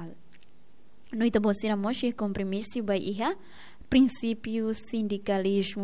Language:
Tetum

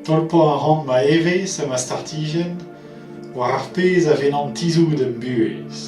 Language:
Breton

